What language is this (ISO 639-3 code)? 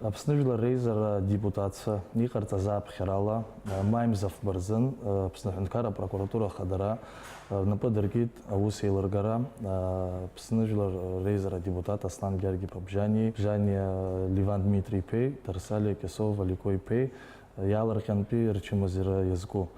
abk